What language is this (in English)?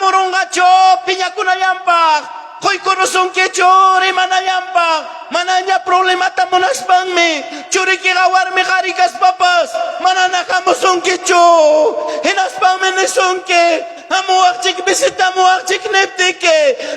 Ayacucho Quechua